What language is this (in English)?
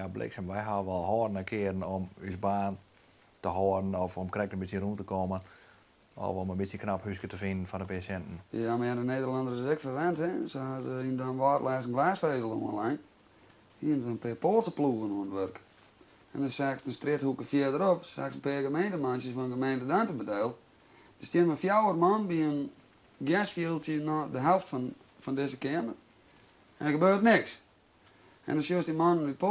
Western Frisian